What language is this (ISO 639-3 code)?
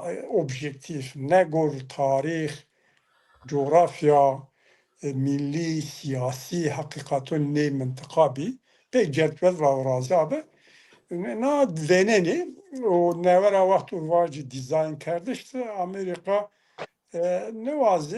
zza